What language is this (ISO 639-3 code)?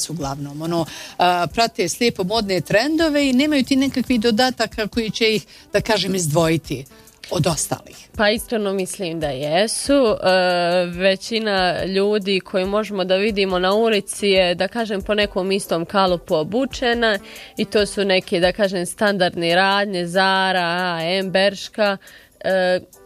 bos